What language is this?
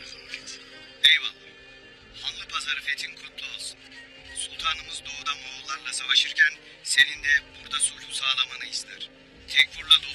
Turkish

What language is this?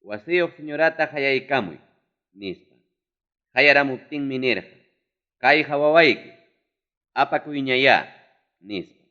Ayacucho Quechua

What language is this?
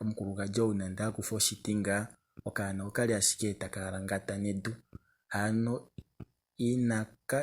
Kuanyama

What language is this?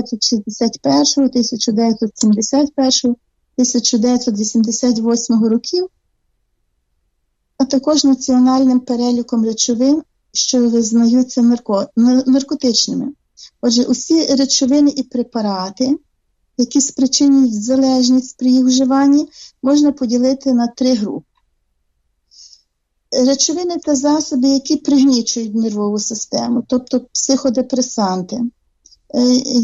Ukrainian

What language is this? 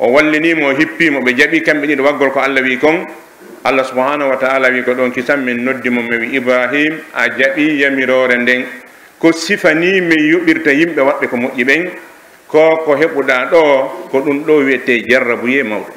Pular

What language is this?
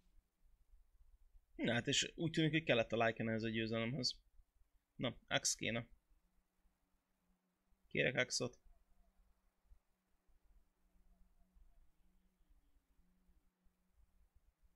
Hungarian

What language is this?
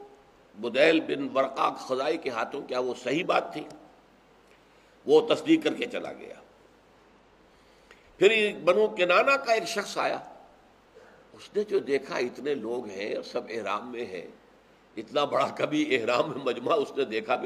Urdu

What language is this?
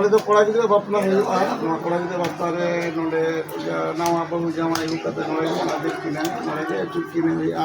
Santali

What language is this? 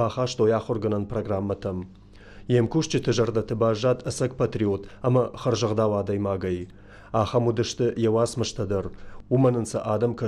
Ossetic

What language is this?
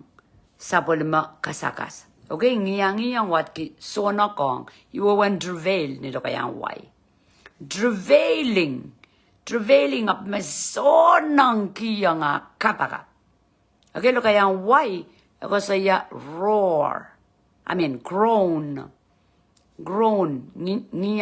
Pohnpeian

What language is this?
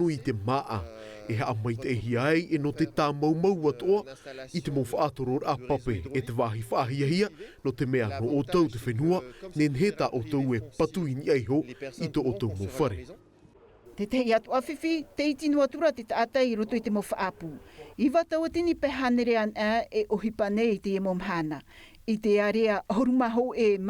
Tahitian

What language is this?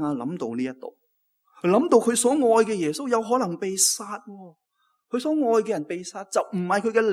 Cantonese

